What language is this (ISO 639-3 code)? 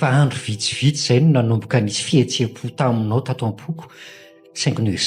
mlg